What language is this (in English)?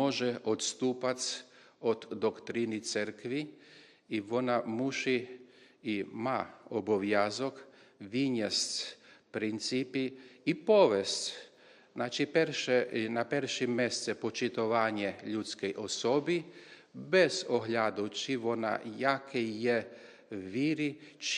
Rusyn